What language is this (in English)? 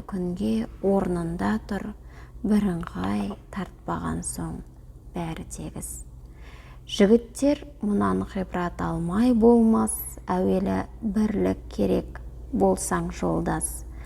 Kazakh